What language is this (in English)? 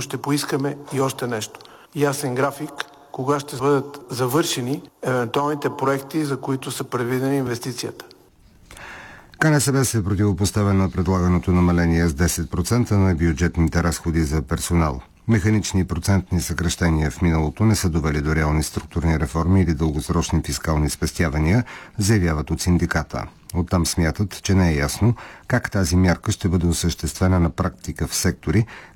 Bulgarian